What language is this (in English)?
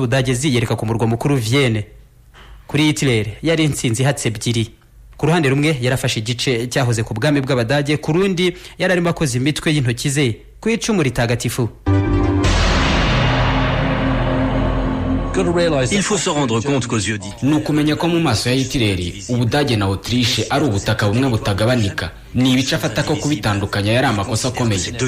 Kinyarwanda